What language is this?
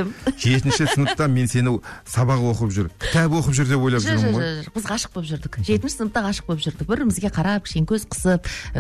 Kazakh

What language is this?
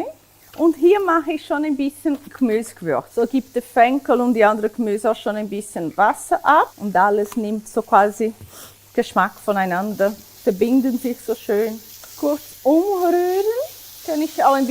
Swiss German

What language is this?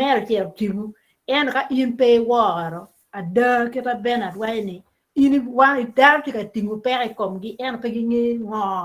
Acoli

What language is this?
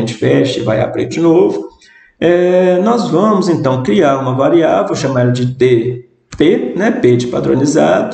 Portuguese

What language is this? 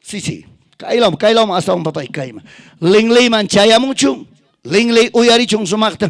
Ayacucho Quechua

